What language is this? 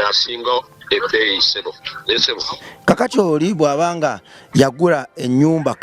Ganda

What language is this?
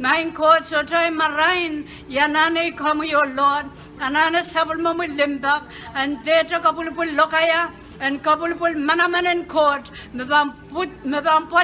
Pohnpeian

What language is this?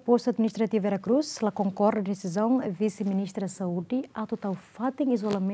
Tetum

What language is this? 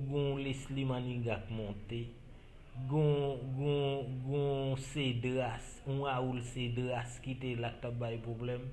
Haitian Creole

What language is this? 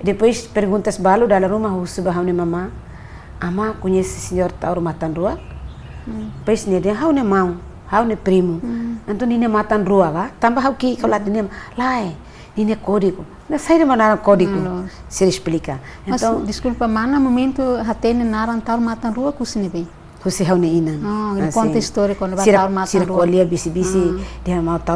Tetum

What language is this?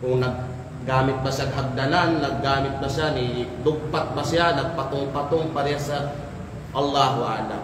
Kalagan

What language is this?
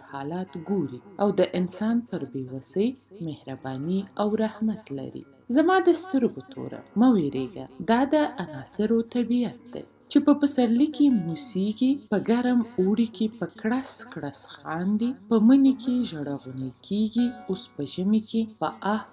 Pashto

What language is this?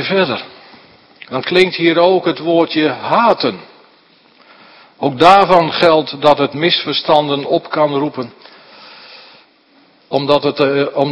Dutch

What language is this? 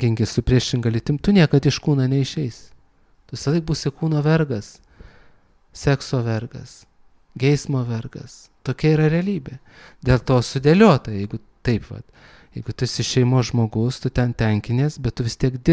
Lithuanian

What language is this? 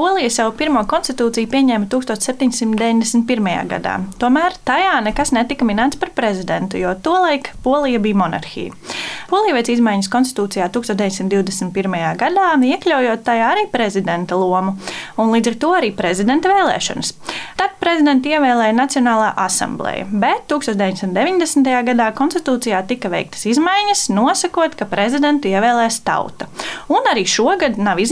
Latvian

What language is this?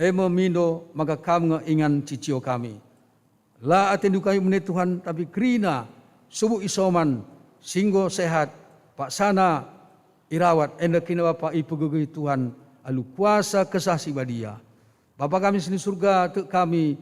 Batak Karo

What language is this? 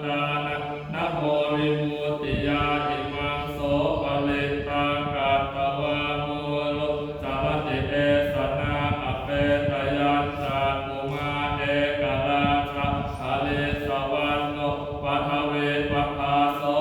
Pali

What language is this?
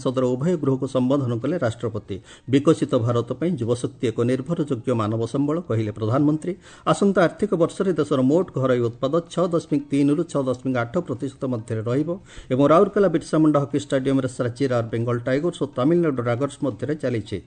Odia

